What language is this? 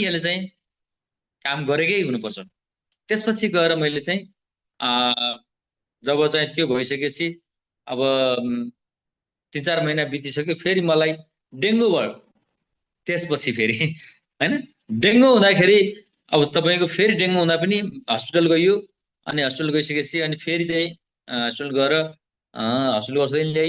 Nepali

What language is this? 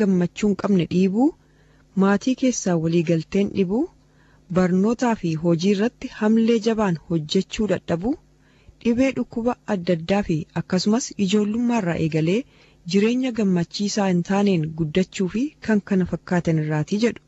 Oromo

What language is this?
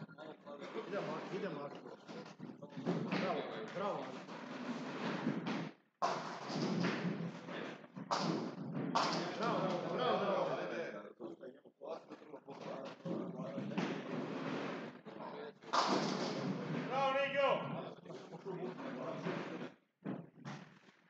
Croatian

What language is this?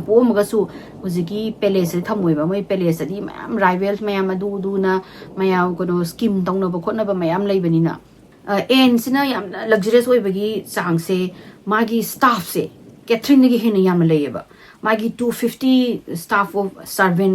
Manipuri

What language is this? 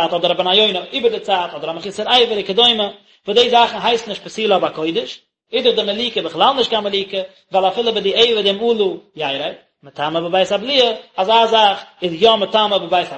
Yiddish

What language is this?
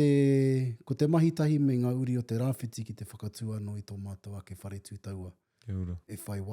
Māori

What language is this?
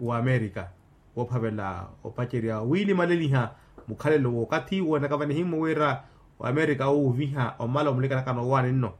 Makhuwa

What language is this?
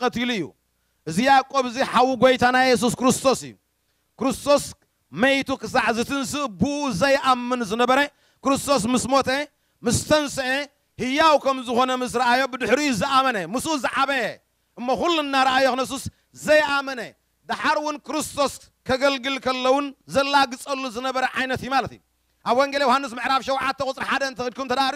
Tigrinya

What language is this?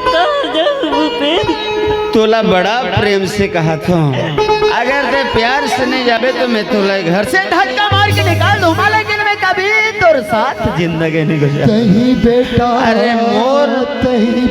Chhattisgarhi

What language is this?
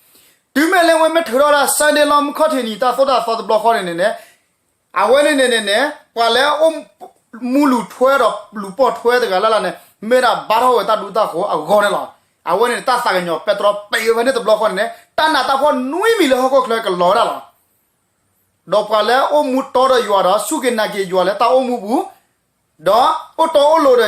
S'gaw Karen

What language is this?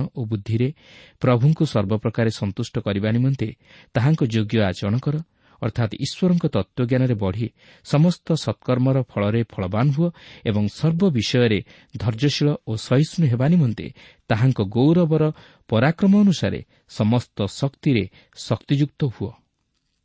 Odia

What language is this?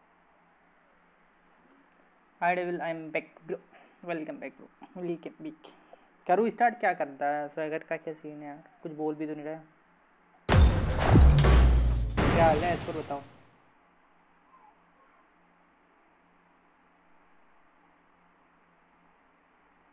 Hindi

